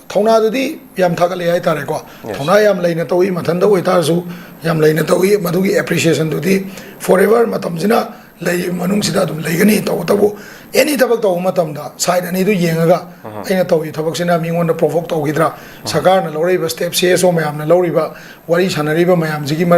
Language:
Manipuri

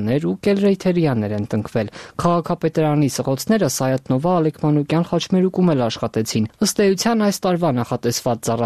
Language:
Armenian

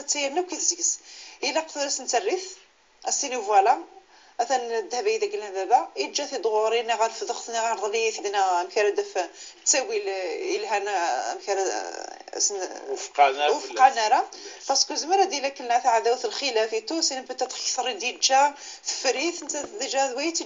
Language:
Moroccan Arabic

